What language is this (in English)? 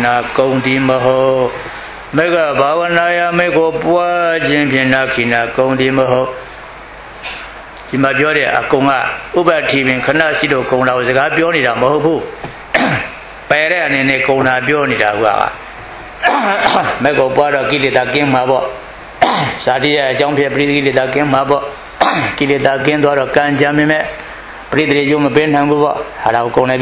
Burmese